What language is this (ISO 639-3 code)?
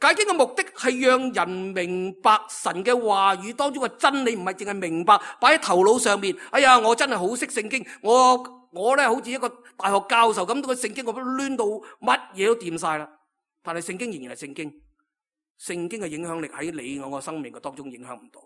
yue